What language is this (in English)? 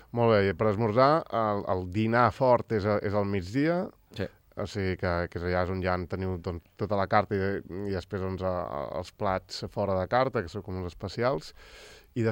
Catalan